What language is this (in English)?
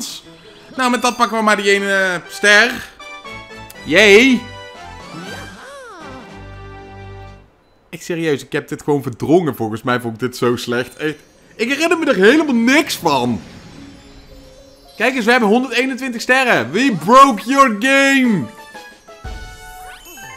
Dutch